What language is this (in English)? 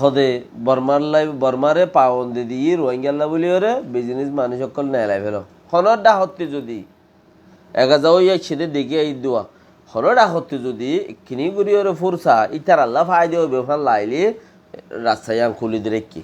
Rohingya